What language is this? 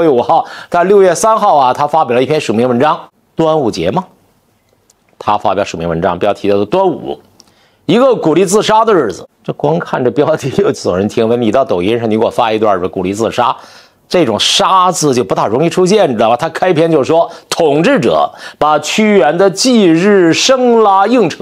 Chinese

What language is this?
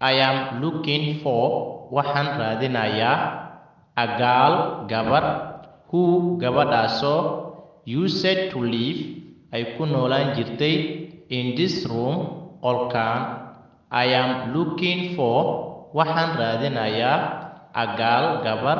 Somali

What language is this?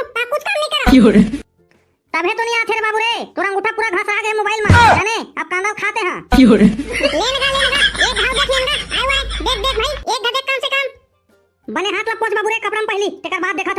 Chhattisgarhi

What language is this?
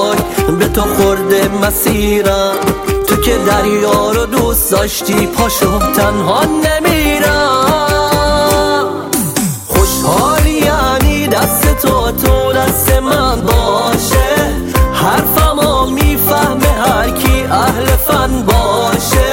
Persian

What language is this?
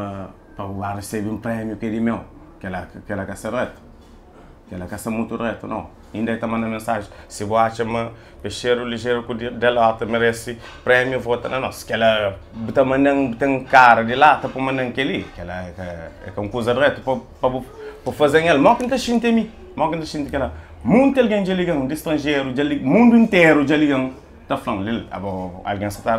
Kabuverdianu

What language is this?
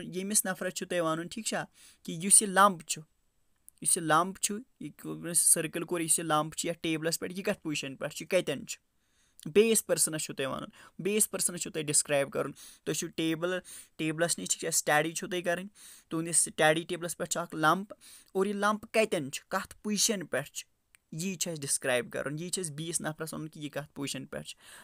Kashmiri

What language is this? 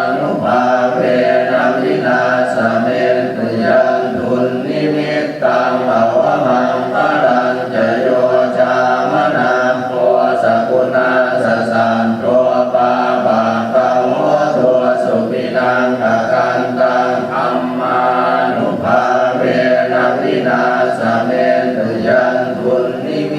Pali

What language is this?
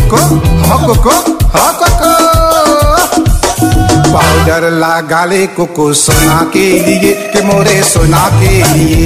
Bhojpuri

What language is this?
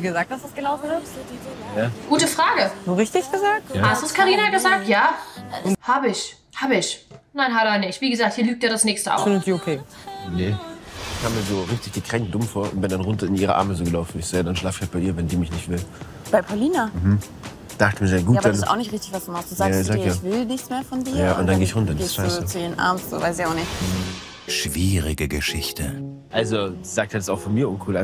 German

